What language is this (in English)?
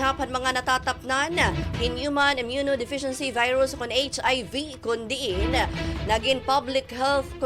Waray